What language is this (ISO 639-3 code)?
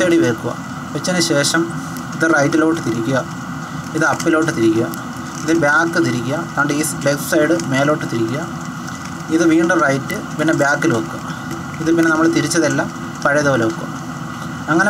mal